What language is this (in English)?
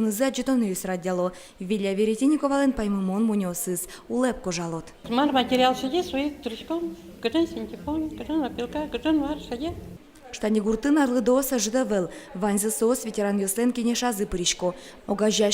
Udmurt